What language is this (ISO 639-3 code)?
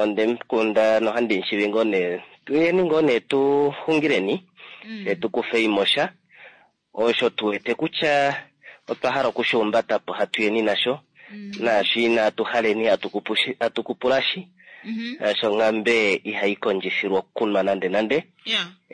kua